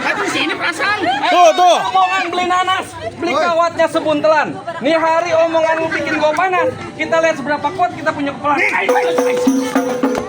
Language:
Betawi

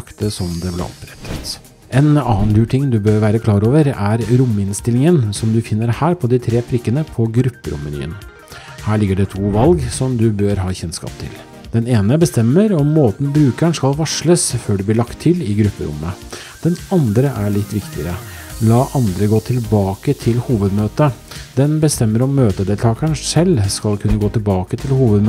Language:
Norwegian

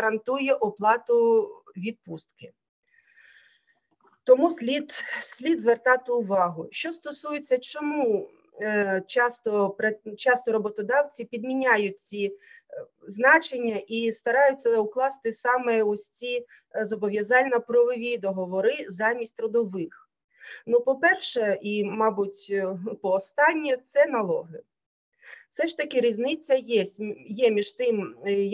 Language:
Ukrainian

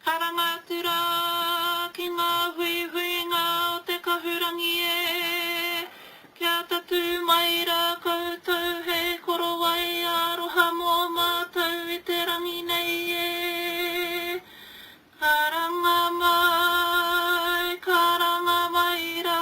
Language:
Māori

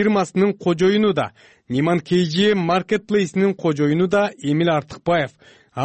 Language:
Kyrgyz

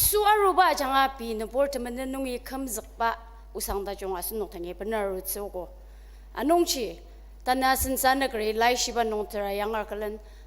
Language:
Ao Naga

